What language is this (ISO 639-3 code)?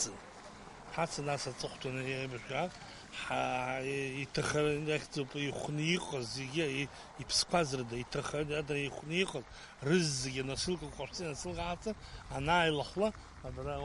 abk